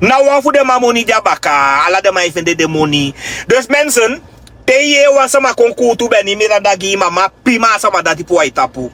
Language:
Sranan Tongo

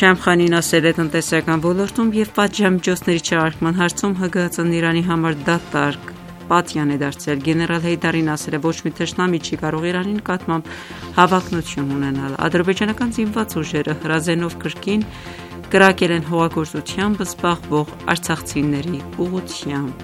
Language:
Armenian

